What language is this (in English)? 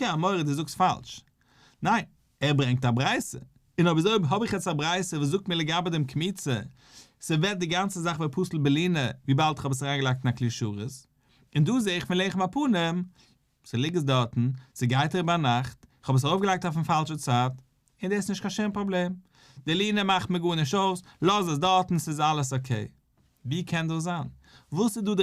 Yiddish